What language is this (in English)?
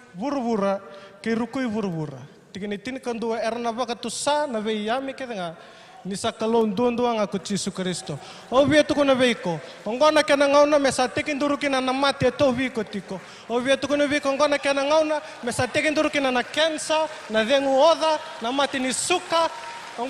Fijian